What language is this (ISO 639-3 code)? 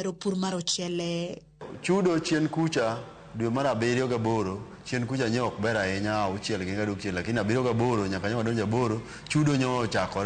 luo